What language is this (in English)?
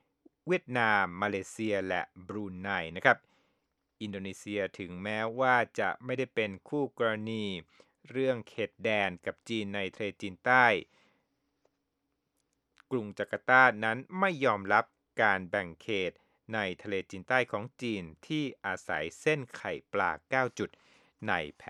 Thai